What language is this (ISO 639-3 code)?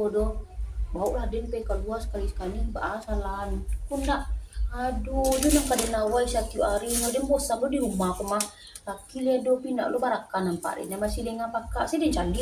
min